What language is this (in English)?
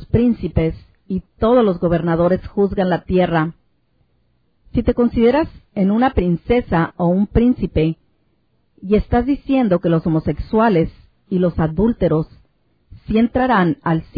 Spanish